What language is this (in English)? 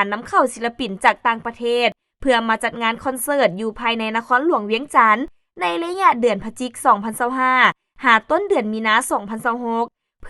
Lao